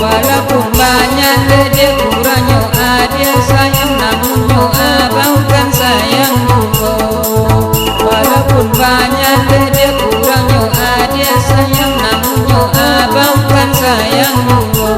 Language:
Minangkabau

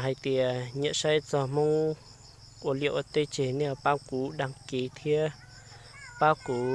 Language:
Hmong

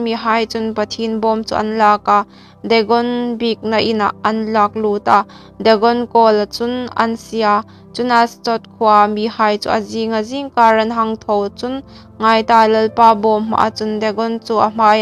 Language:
Hmar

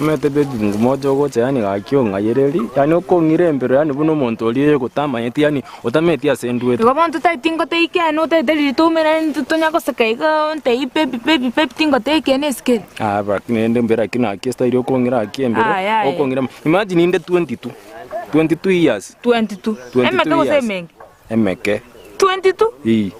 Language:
Gusii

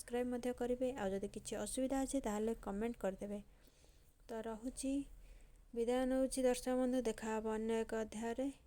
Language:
Odia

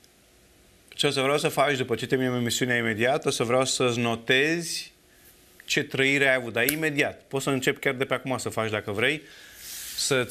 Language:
Romanian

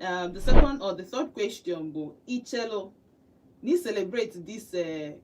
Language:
Igbo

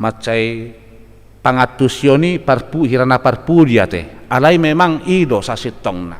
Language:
Batak Toba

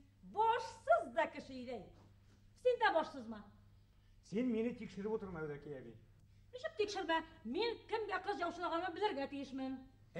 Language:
Bashkir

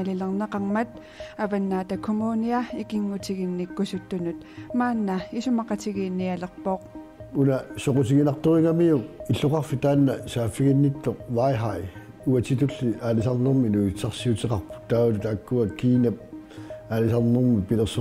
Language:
Kalaallisut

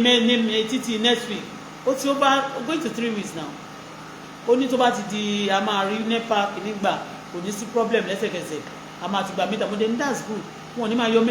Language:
Yoruba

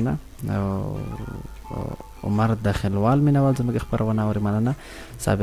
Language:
Pashto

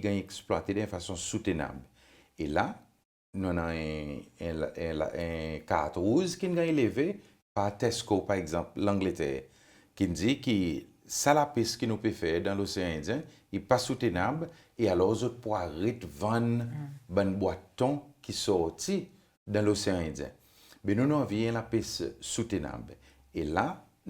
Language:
Seselwa Creole French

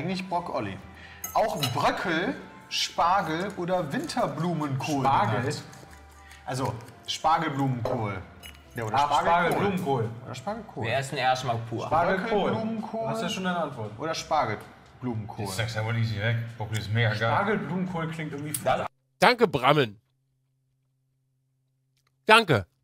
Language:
German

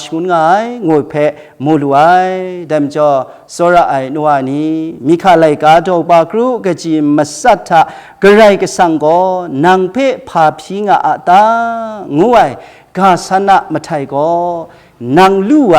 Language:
Kachin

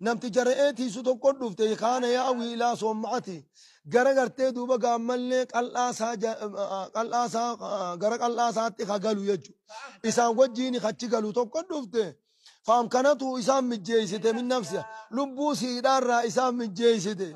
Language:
Oromo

